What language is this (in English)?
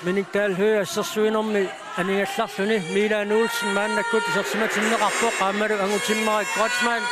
Kalaallisut